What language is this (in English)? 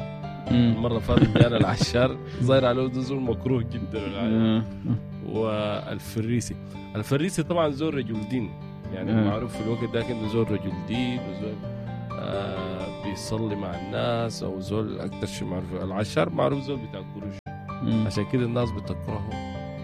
Sudanese Arabic